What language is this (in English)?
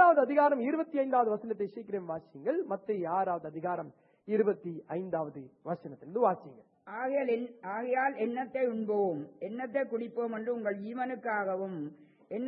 Tamil